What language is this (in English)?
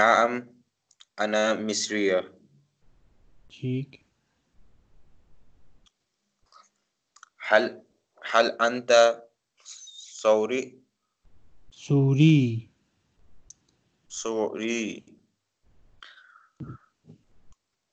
Urdu